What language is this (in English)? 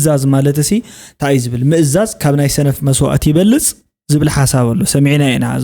Tigrinya